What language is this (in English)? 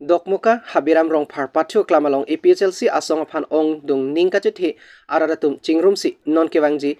Karbi